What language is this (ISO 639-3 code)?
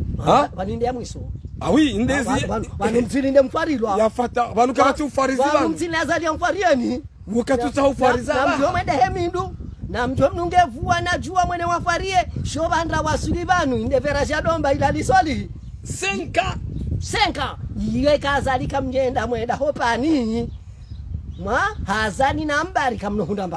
zdj